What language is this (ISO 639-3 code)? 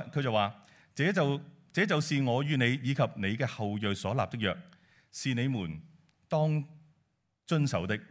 yue